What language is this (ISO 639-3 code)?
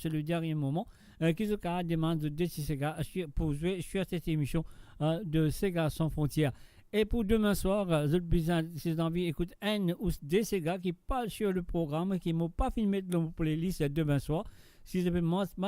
mfe